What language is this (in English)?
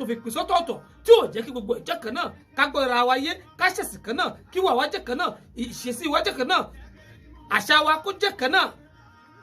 Yoruba